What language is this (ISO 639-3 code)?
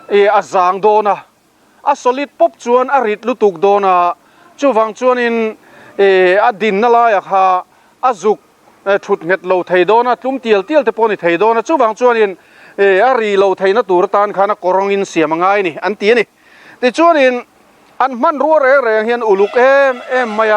lus